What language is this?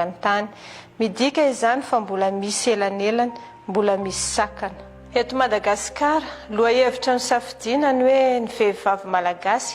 Malagasy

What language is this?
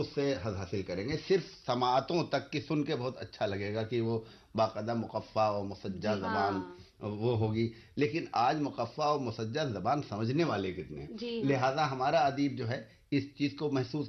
Urdu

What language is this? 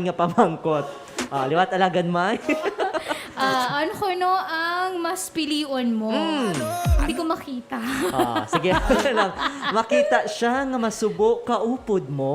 Hiligaynon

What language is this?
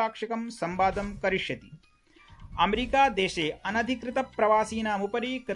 Sanskrit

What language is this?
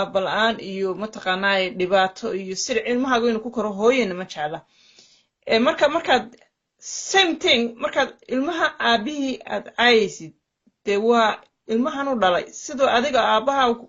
Somali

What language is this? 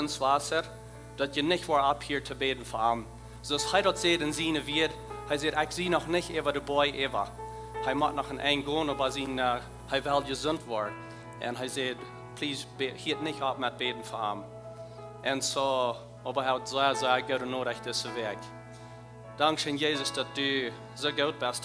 Plautdietsch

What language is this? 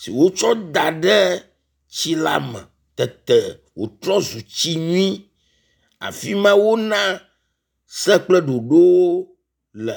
Ewe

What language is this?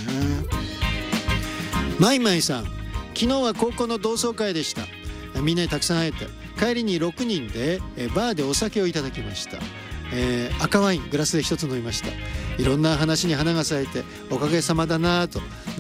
Japanese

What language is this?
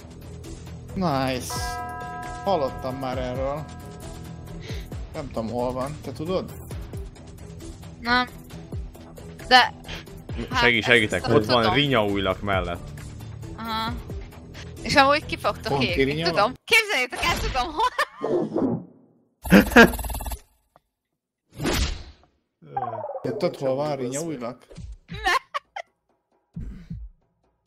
Hungarian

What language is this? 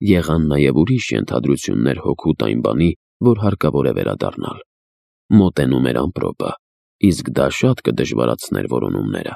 Armenian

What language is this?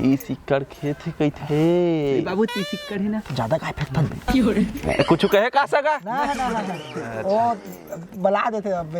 Chhattisgarhi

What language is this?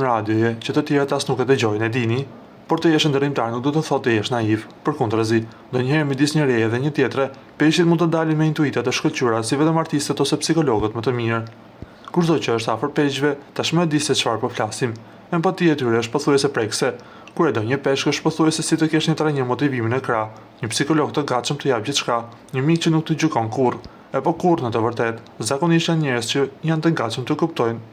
Albanian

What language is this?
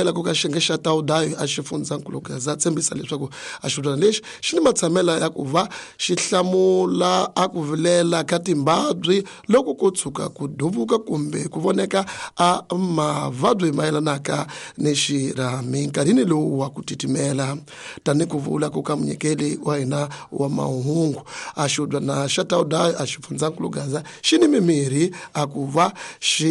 Tsonga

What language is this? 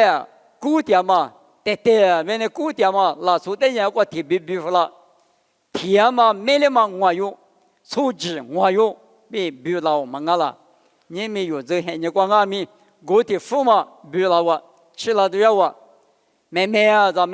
Lisu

